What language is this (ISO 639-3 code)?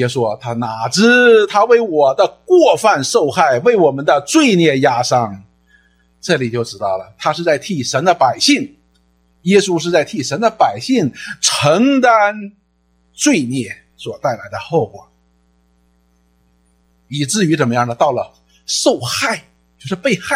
zho